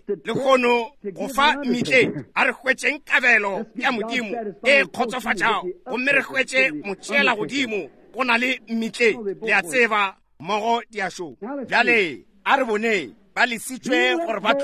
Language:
Northern Sotho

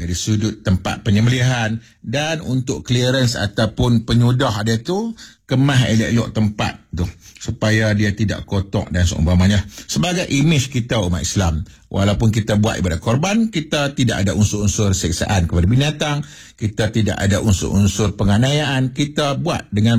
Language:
Malay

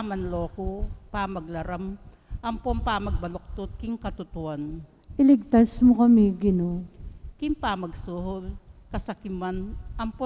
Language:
Pampanga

